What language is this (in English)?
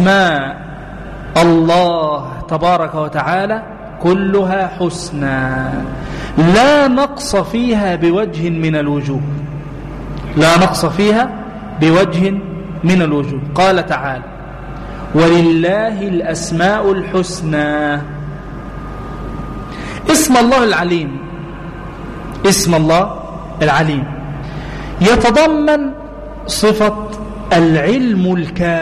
Arabic